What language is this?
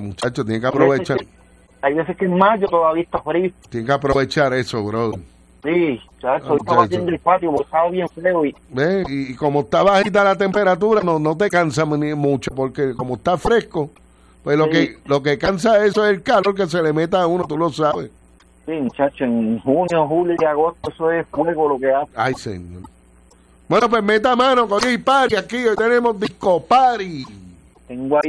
Spanish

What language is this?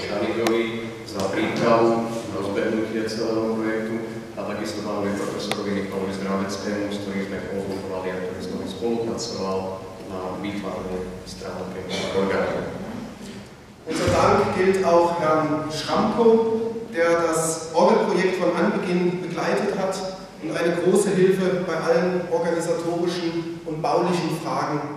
Slovak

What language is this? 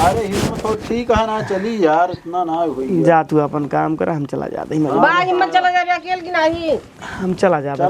Awadhi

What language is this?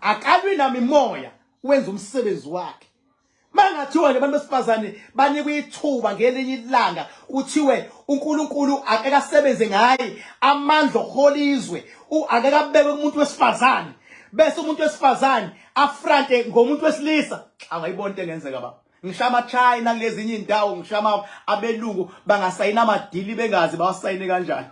Zulu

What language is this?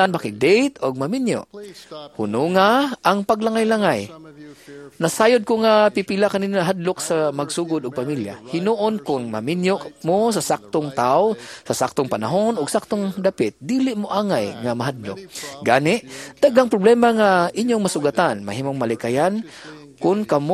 Cebuano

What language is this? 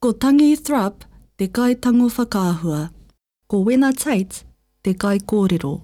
Māori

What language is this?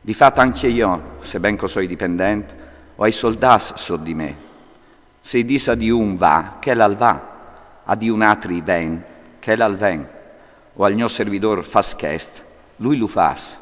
Friulian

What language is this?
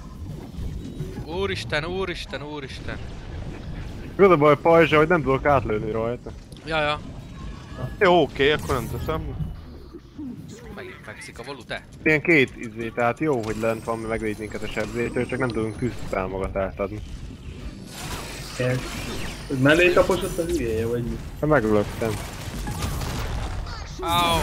Hungarian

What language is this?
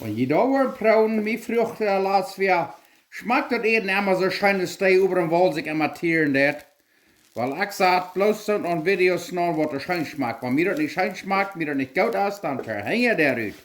Plautdietsch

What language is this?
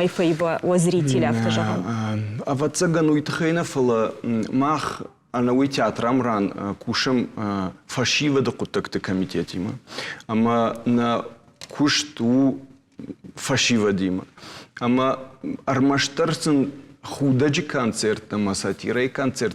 Ossetic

